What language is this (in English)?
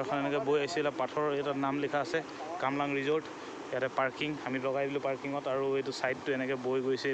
Assamese